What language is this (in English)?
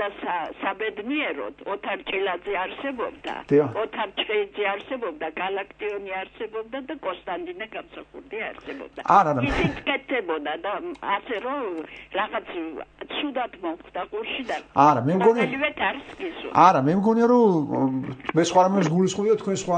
Georgian